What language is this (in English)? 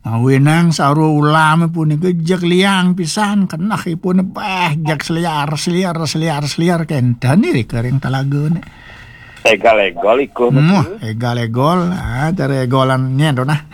Balinese